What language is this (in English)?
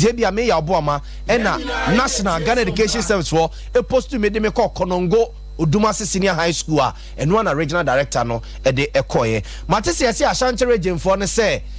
Akan